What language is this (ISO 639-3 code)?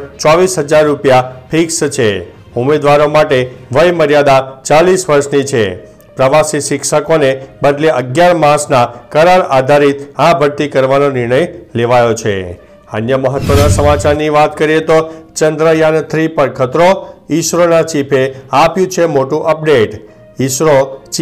guj